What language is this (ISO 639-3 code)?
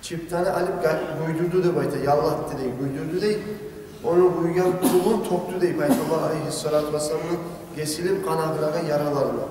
kum